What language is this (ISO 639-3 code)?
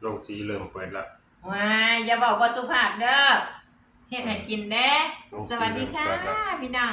tts